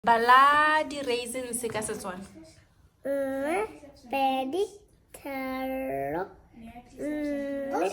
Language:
Tswana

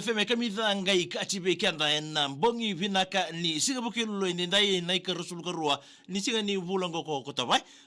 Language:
Fijian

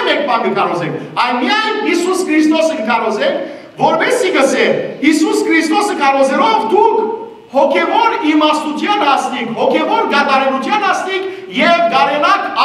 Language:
Western Armenian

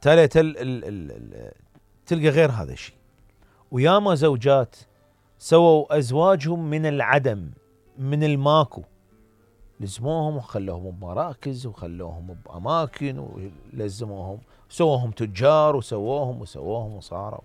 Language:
Mesopotamian Arabic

